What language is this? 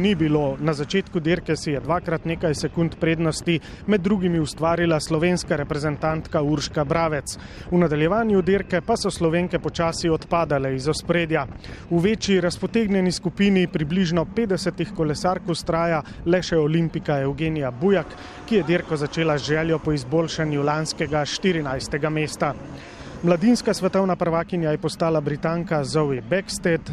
Slovenian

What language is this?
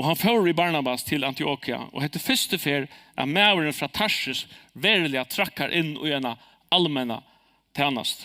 Faroese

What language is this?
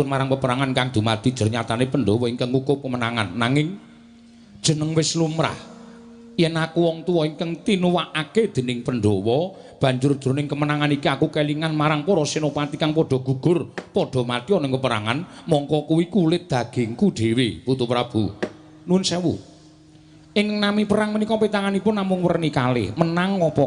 Javanese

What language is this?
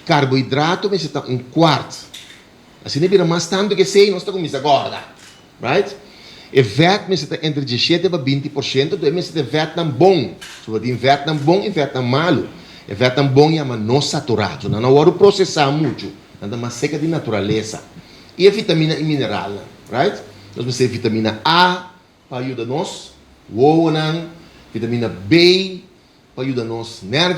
Papiamento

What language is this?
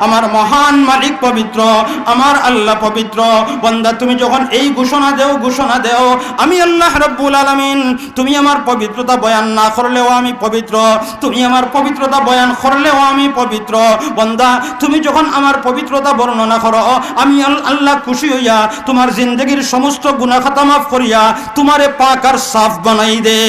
Sylheti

